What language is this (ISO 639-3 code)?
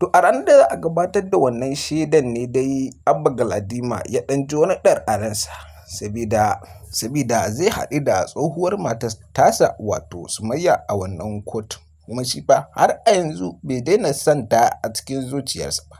hau